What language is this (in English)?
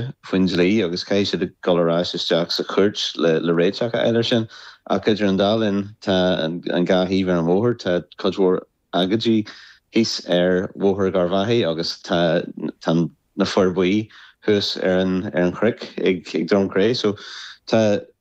Irish